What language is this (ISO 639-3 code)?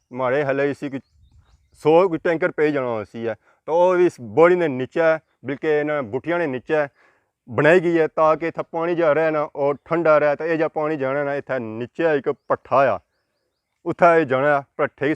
phr